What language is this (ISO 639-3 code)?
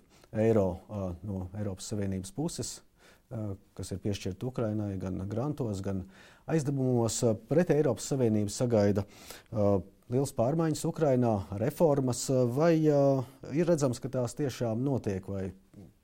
lav